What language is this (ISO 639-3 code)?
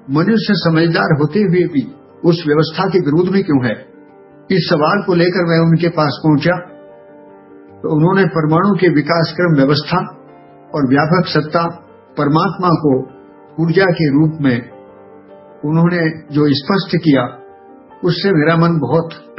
hin